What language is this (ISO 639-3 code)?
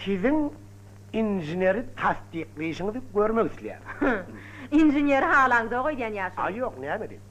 tuk